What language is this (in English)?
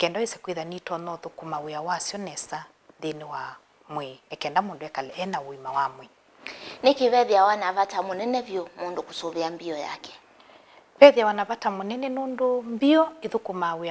Kamba